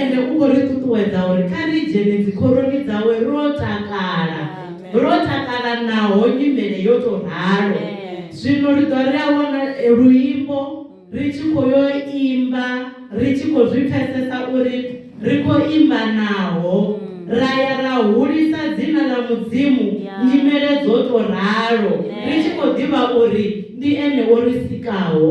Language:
Venda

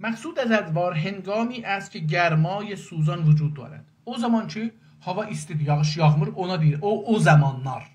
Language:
South Azerbaijani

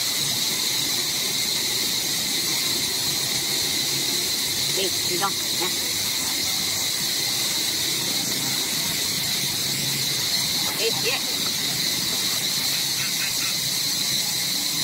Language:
Vietnamese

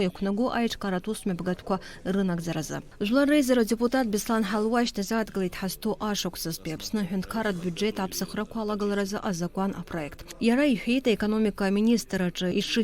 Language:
Abkhazian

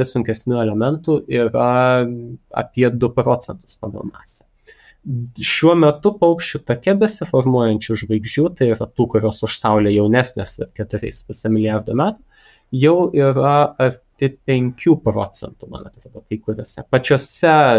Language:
Lithuanian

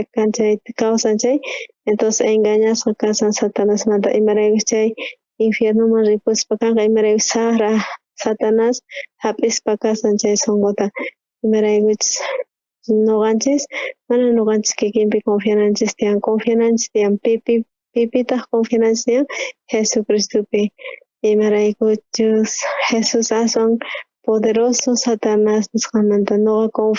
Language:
South Bolivian Quechua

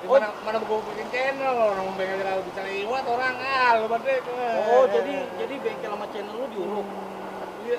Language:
Betawi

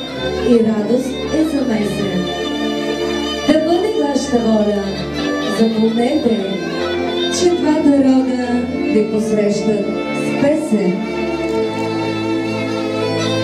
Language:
Bulgarian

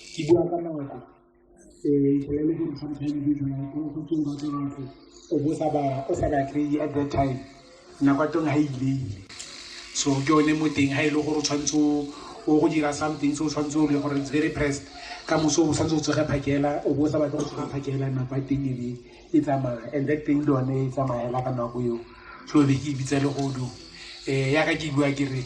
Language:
Tswana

